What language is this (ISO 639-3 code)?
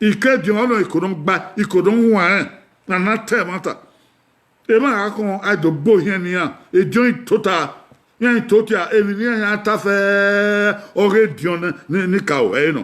bin